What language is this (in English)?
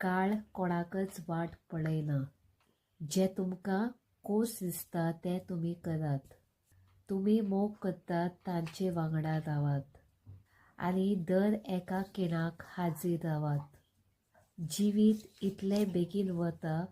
Konkani